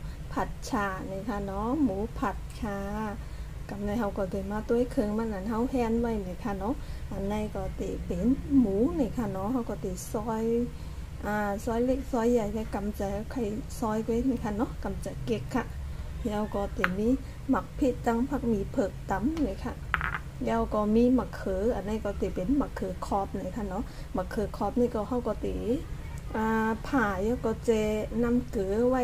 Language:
Shan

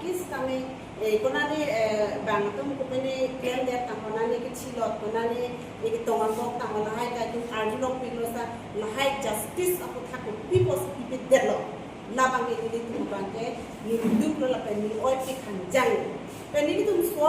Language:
Karbi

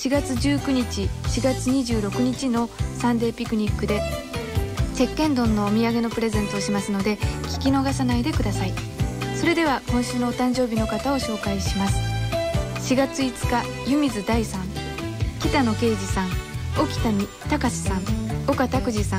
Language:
Japanese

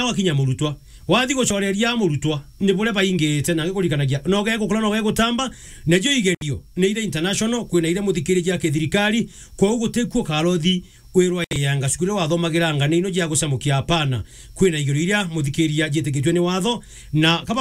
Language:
Meru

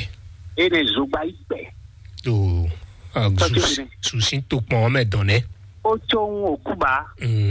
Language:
Fon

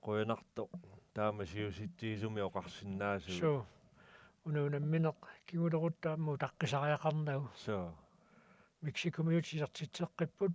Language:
Kalaallisut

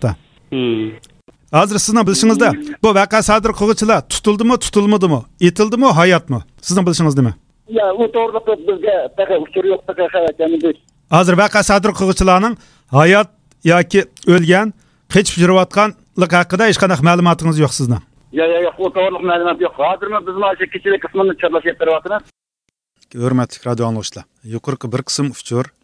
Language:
Uyghur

